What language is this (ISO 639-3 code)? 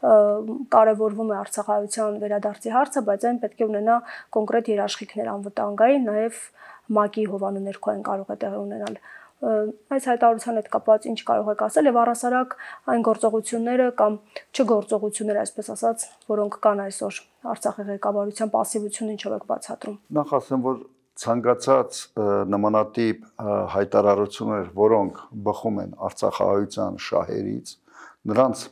hye